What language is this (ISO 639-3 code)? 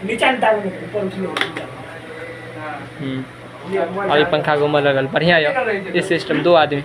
mai